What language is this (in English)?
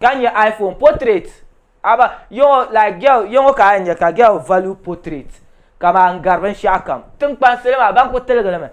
Dagbani